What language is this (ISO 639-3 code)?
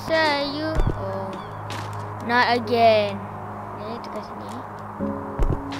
msa